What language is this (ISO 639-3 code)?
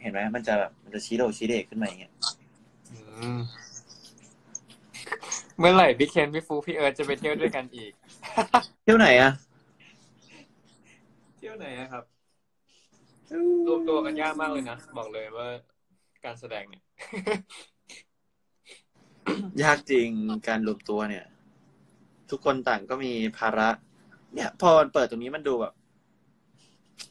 tha